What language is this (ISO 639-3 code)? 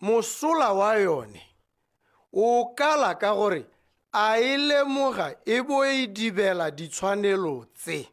tsn